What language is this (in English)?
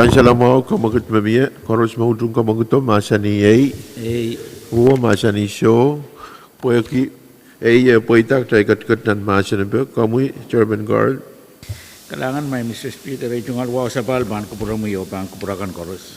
Pohnpeian